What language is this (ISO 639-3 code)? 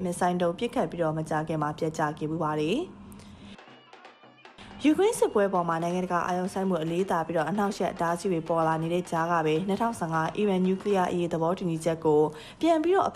mya